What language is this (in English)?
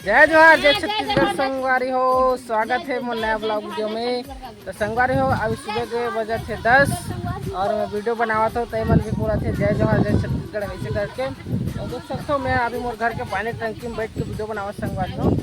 Chhattisgarhi